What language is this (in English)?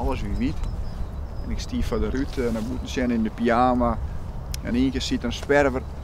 Western Frisian